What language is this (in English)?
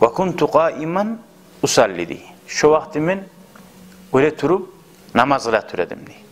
Kumyk